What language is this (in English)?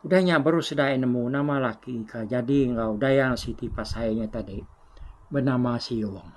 Iban